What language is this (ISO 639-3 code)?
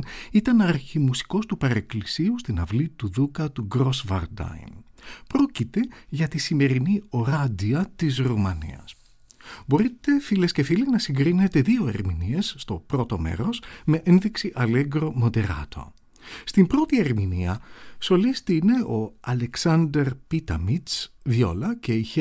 ell